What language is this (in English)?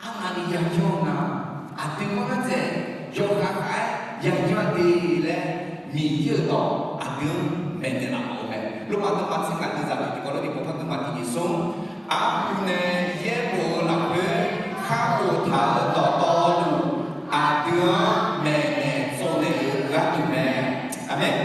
Akha